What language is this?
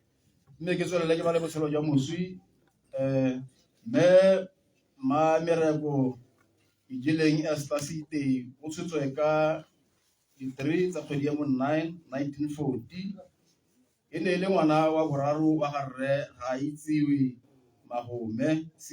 Tswana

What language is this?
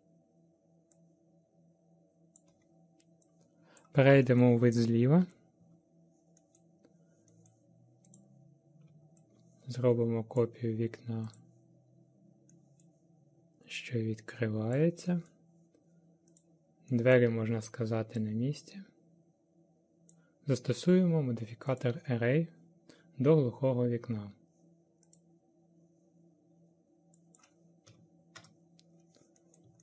Ukrainian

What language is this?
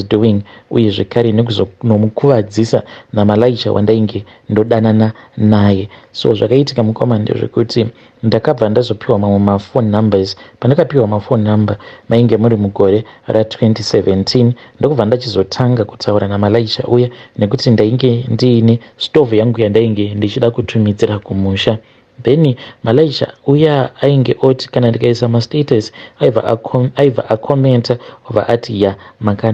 Shona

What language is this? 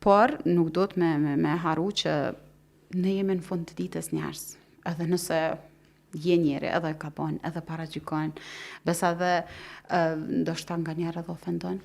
Albanian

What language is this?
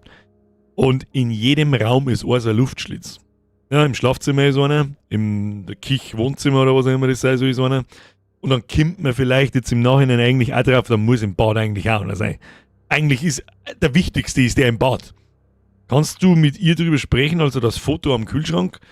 Bavarian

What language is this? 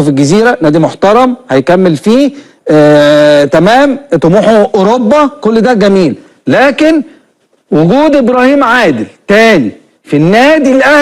Egyptian Arabic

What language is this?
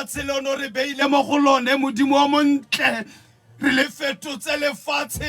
Tswana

